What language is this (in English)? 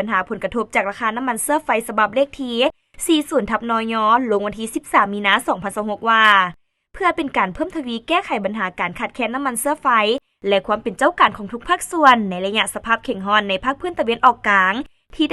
Lao